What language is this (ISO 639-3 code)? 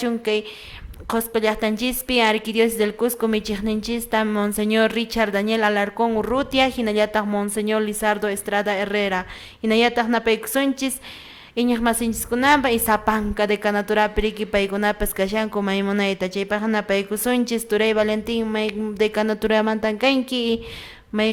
que